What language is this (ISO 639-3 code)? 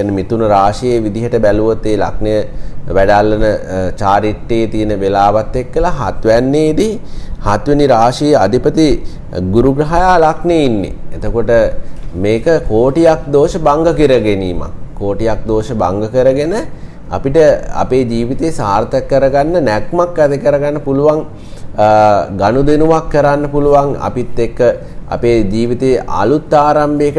sin